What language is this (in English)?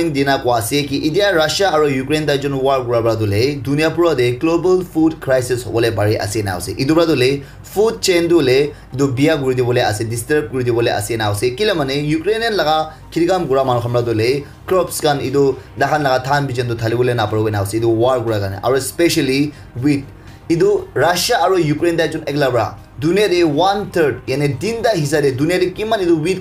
Naga Pidgin